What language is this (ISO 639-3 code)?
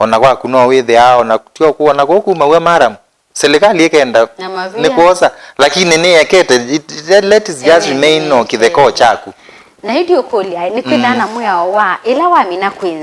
kam